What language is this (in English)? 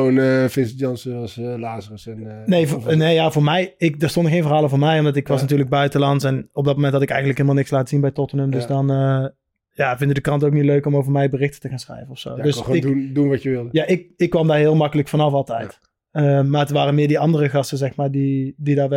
Dutch